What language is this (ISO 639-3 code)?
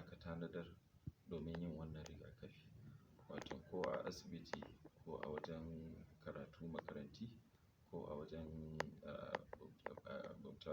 hau